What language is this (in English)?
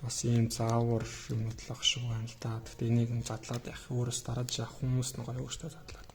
Mongolian